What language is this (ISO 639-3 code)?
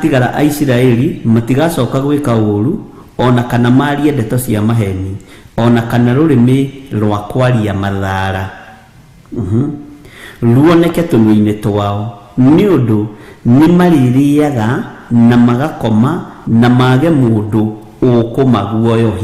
kik